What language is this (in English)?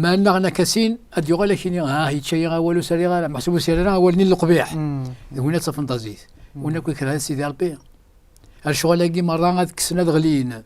Kabyle